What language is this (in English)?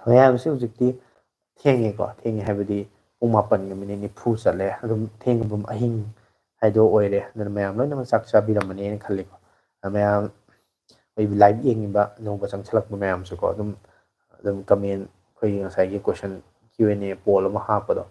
Manipuri